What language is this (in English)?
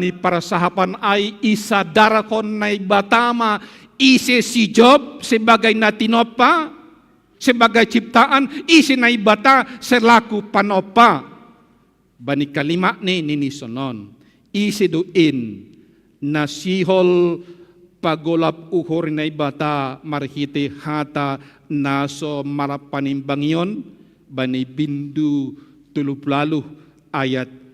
Batak Simalungun